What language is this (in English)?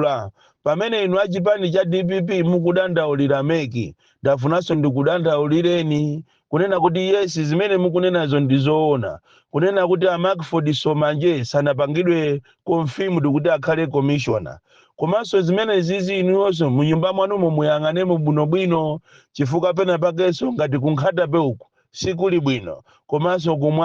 Nyanja